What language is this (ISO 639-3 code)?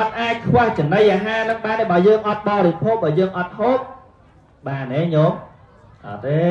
khm